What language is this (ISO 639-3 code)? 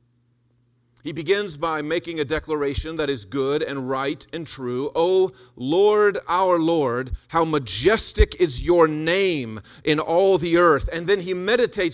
eng